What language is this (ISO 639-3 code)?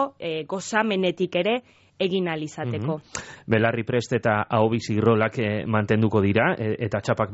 eus